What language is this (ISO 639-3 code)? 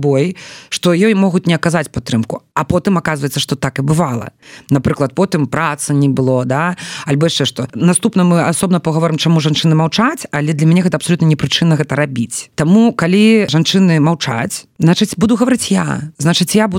bel